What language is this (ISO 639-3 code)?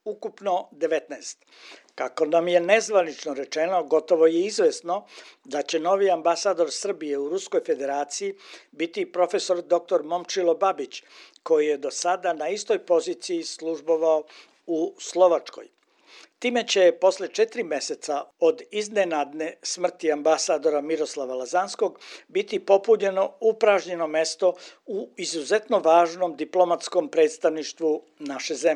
srp